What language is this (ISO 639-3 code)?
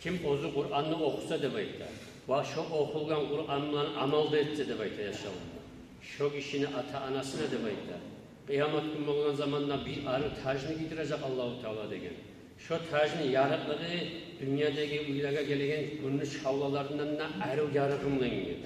kum